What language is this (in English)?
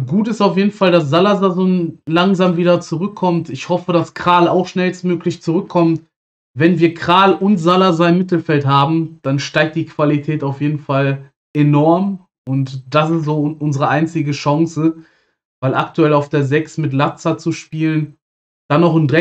German